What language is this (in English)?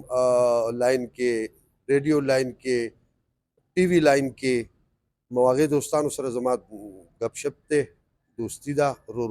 Pashto